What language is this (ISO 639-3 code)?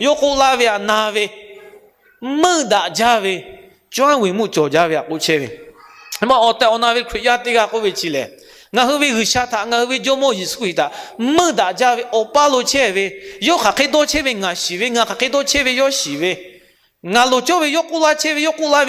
lhu